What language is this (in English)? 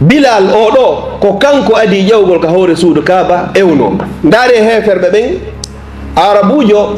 Fula